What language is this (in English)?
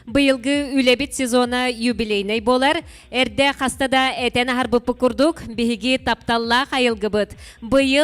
Yakut